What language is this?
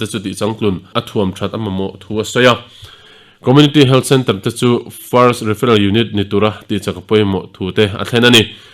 Mizo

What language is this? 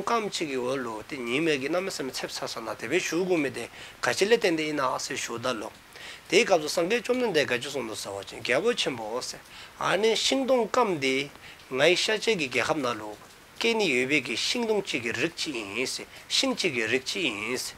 Dzongkha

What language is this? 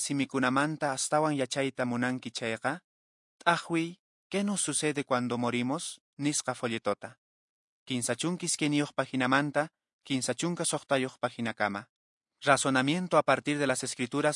Quechua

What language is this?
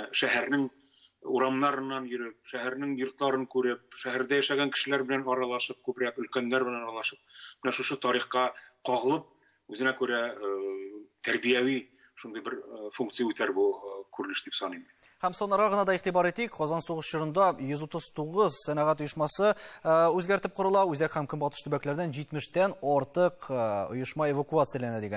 Tatar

